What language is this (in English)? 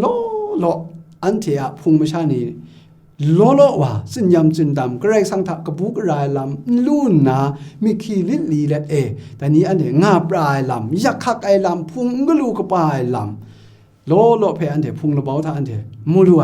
Kachin